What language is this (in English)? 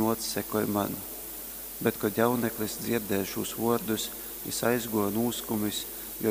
Latgalian